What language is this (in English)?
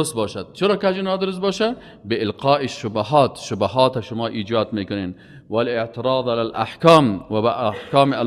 Persian